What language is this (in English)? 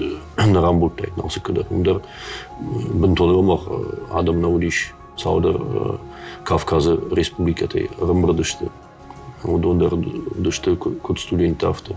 Ossetic